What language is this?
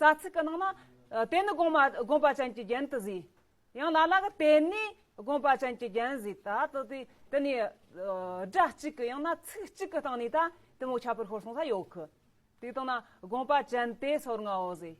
Tibetan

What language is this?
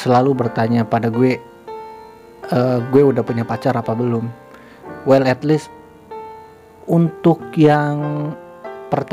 Indonesian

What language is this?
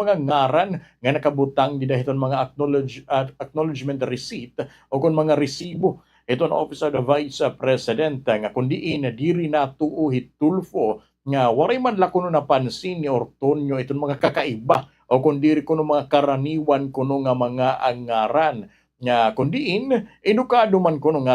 Waray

